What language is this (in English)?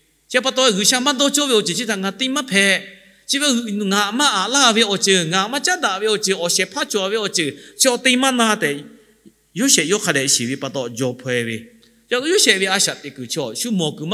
Lahu